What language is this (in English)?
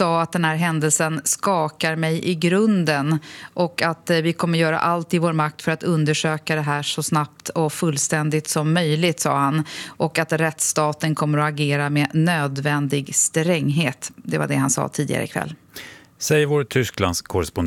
Swedish